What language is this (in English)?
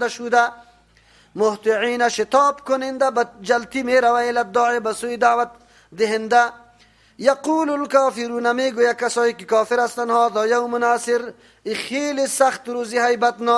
Persian